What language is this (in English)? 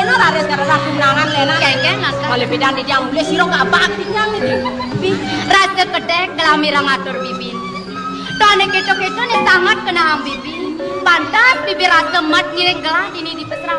Balinese